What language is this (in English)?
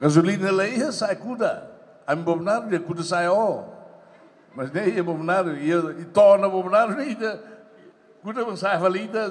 Tetum